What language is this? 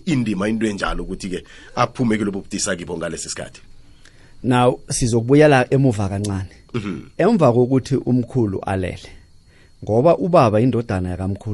South Ndebele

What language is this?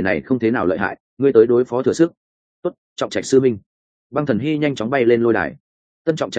Vietnamese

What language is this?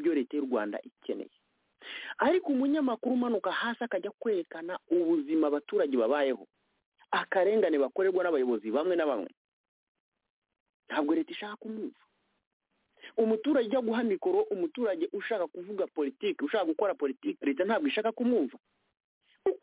Kinyarwanda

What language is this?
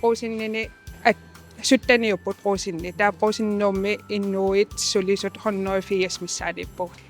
Kalaallisut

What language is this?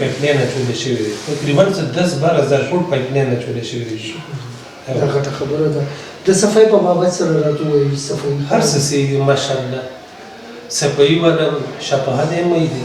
Pashto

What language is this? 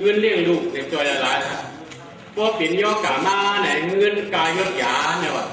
Shan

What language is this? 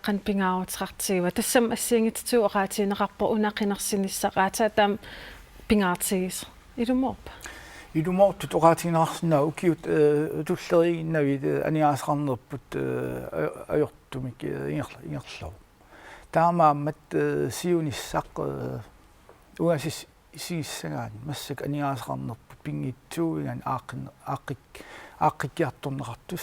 Kalaallisut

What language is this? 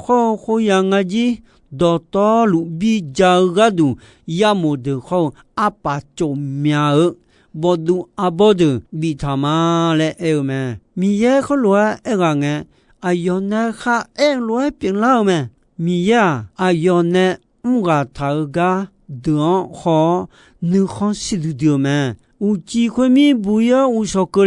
Akha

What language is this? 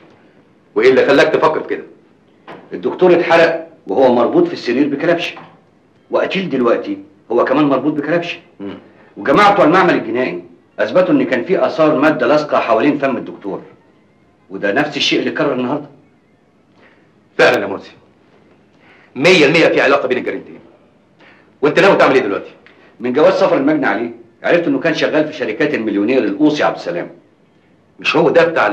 Egyptian Arabic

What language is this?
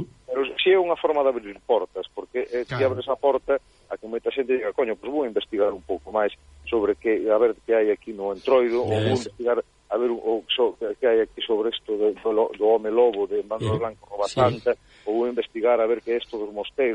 Galician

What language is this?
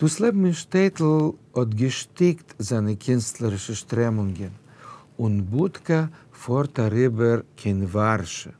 Yiddish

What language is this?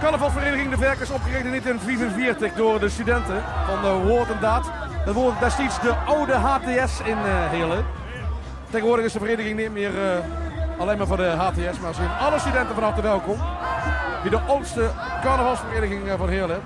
Limburgish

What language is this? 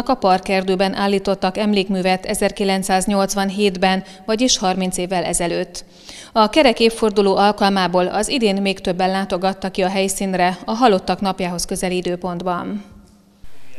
Hungarian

